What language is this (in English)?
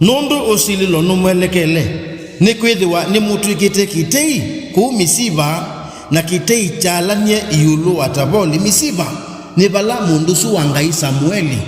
Kamba